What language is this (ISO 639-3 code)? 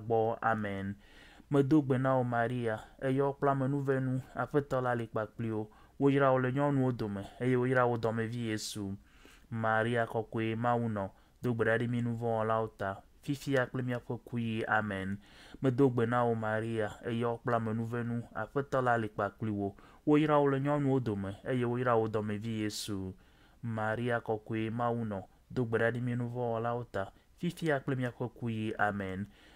ewe